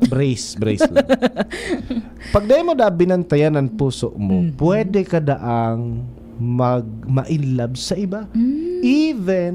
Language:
Bikol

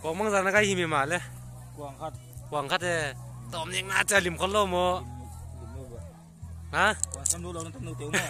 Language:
Paite Chin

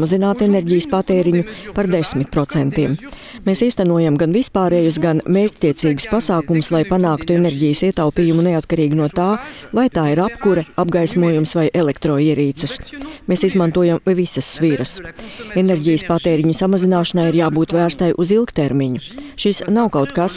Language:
Latvian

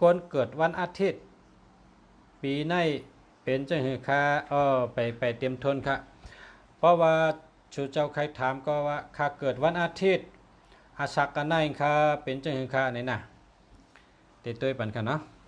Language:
Shan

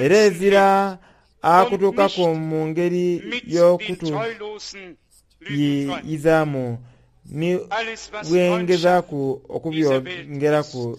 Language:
Soga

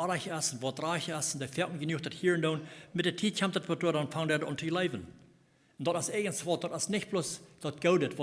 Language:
Plautdietsch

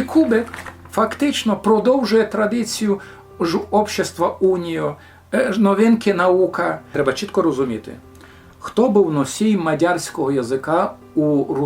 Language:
Rusyn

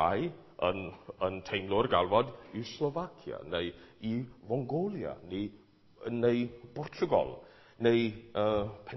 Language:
Welsh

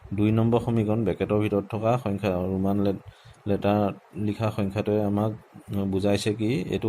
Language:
Assamese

